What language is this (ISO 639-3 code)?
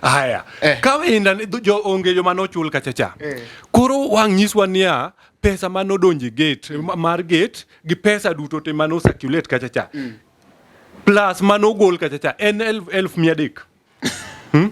luo